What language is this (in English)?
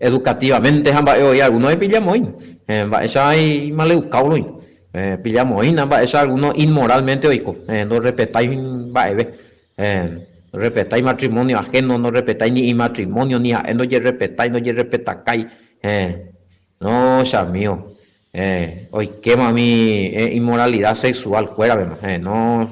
Guarani